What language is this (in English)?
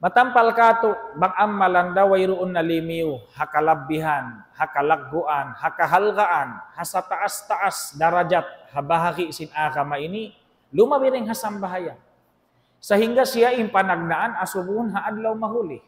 Tausug